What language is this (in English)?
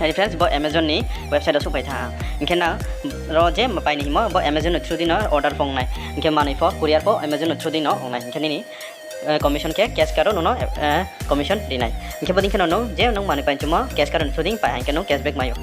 Riang (India)